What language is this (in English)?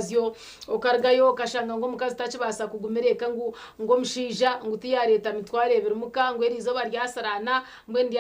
Nyankole